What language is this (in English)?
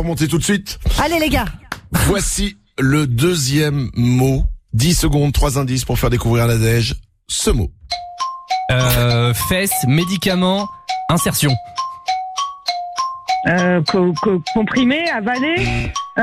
French